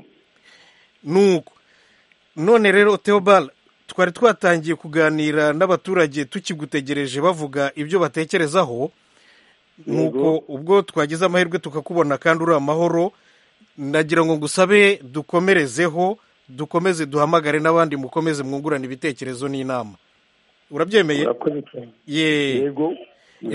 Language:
Kinyarwanda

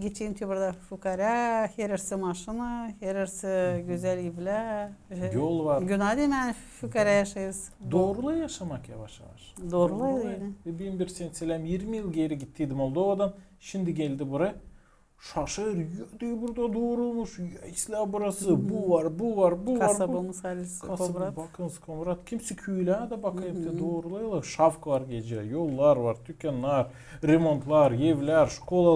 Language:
Gagauz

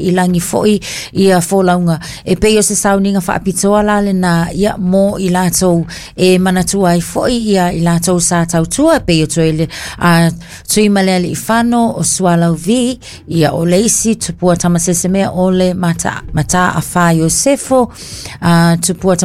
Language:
Samoan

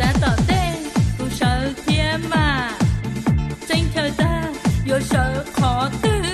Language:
Hmong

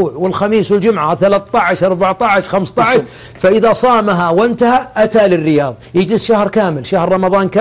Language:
Arabic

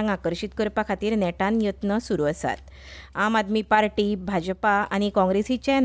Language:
Konkani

